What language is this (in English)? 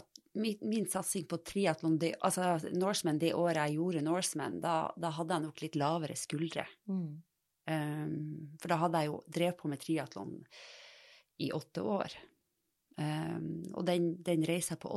Norwegian